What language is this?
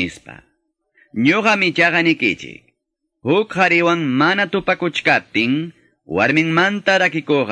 Quechua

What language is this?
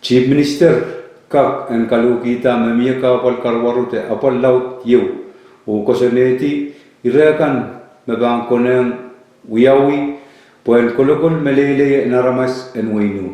Pohnpeian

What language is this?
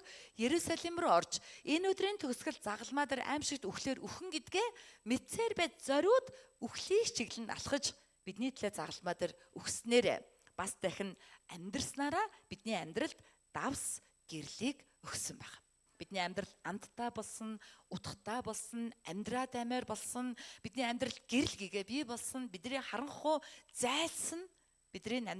Mongolian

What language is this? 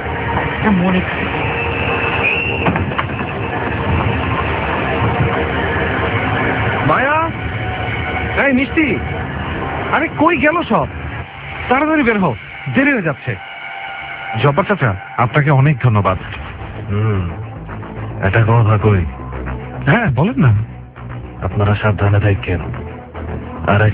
Bangla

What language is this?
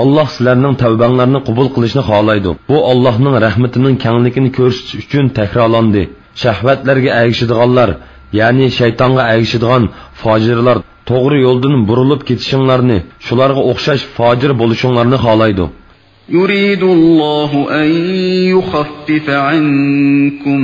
Uyghur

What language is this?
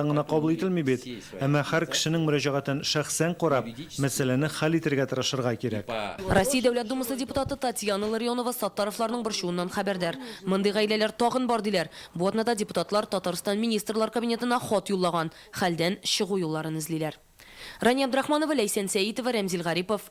Tatar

